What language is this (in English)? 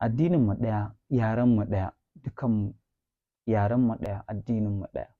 Hausa